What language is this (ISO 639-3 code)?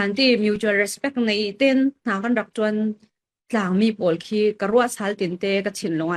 cfm